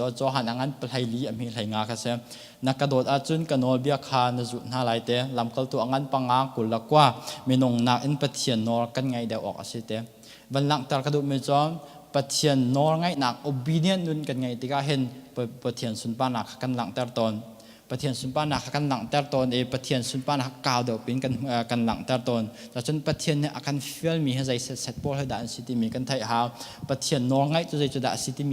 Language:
Hakha Chin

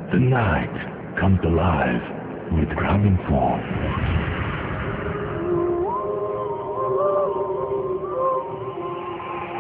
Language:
Bangla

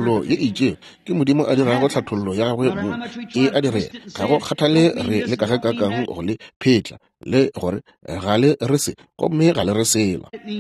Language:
Northern Sotho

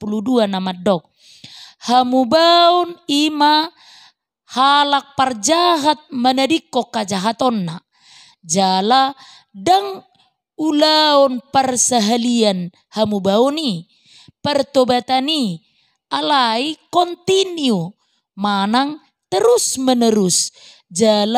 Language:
Batak Toba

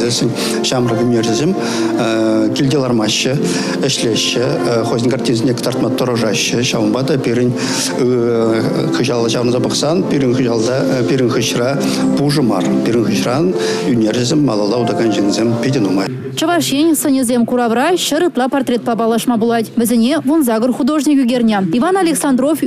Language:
Chuvash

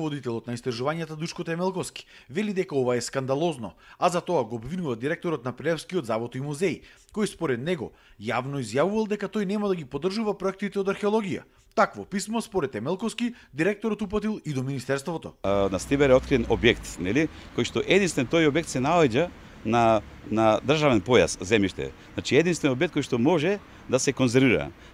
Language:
Macedonian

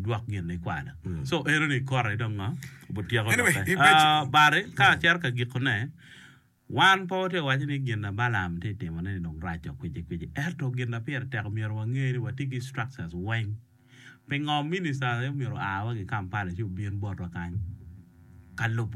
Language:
Acoli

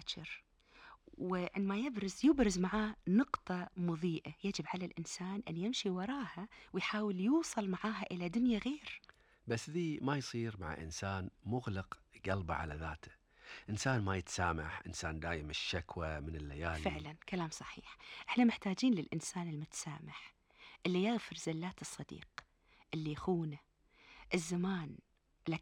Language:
Gulf Arabic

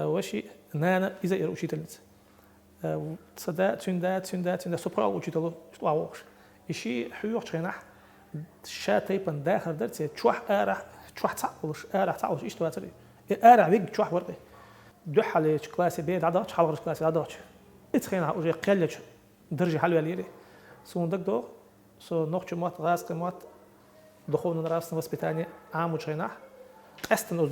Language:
Chechen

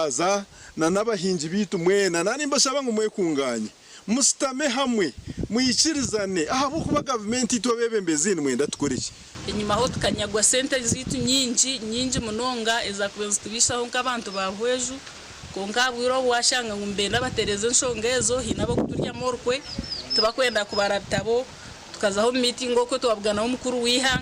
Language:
Nyankole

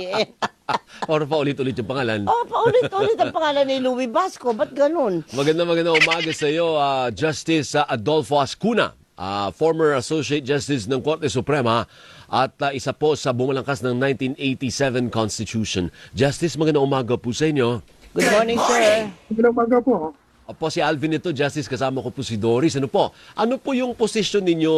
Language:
Filipino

